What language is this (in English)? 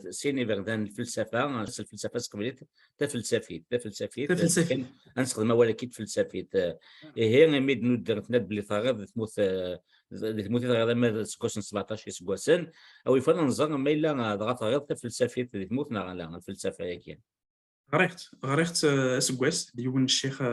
Kabyle